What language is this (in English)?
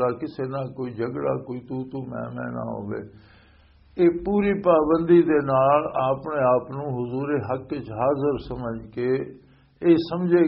Western Panjabi